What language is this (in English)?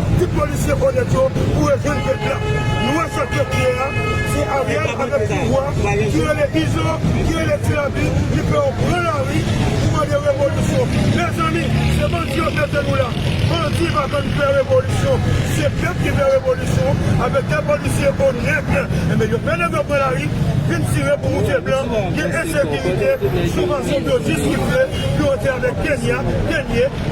Haitian Creole